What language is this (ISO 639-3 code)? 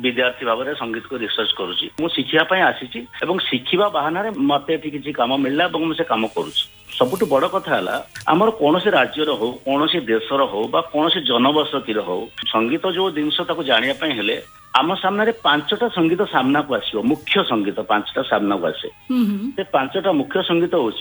ori